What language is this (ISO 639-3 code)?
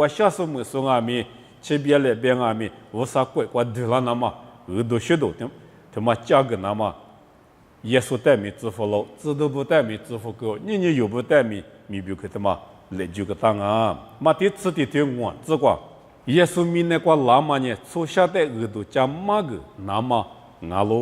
lis